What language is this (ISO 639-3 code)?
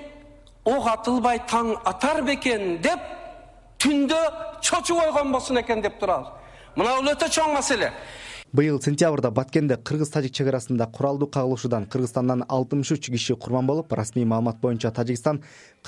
kir